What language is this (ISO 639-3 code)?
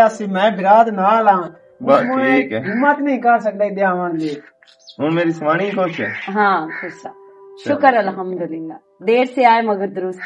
lah